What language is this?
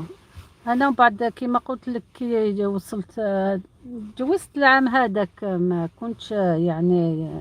Algerian Arabic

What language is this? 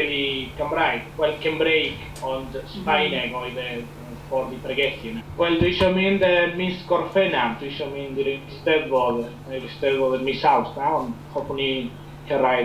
Welsh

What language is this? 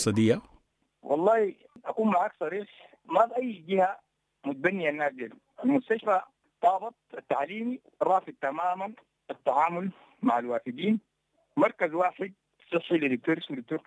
Sudanese Arabic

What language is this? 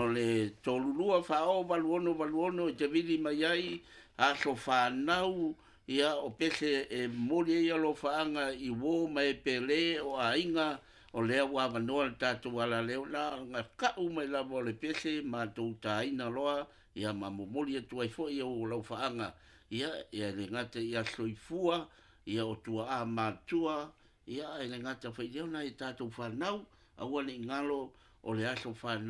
Samoan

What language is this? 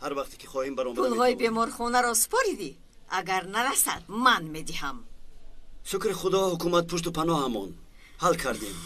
Tajik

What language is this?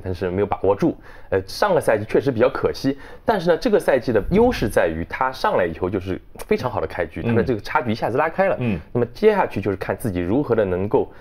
Chinese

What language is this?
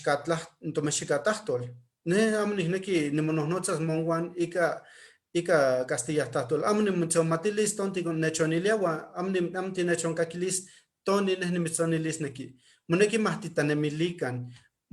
Eastern Huasteca Nahuatl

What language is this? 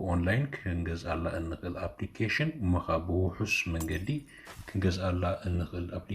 Tigrinya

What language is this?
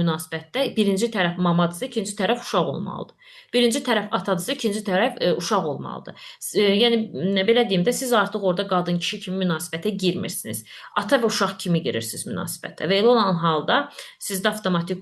Azerbaijani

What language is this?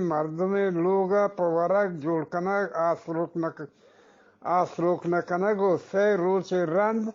Eastern Balochi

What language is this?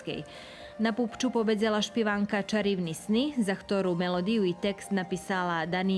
Rusyn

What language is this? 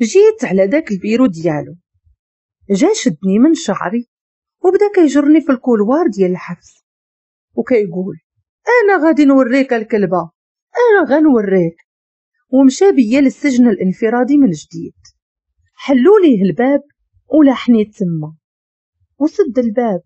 Moroccan Arabic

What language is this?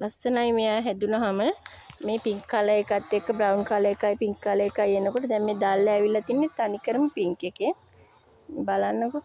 Sinhala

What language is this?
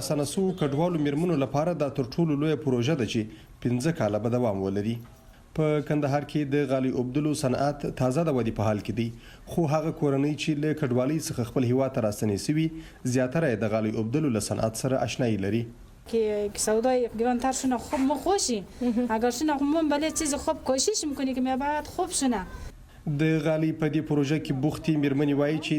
Pashto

